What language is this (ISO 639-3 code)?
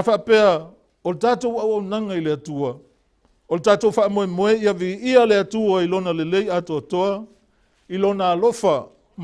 smo